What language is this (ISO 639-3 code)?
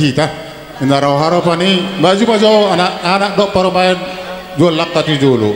bbc